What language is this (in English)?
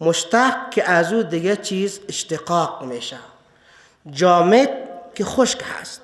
Persian